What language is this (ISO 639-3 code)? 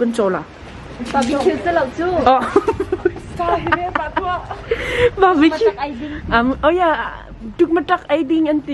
cnh